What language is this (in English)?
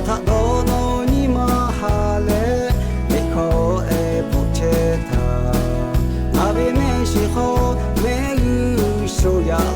Lahu